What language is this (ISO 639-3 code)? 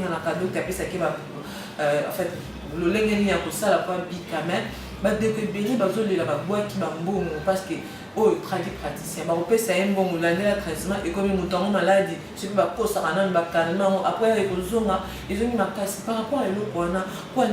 lin